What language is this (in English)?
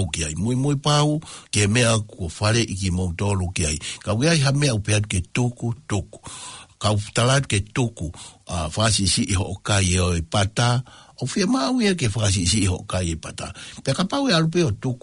Tongan